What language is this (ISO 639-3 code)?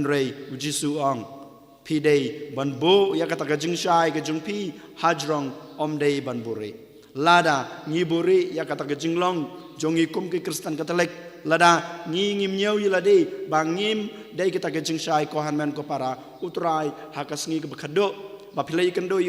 kha